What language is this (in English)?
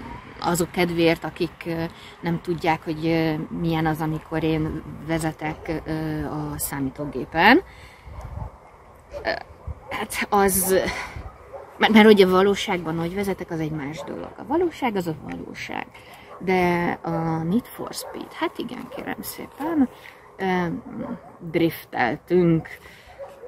Hungarian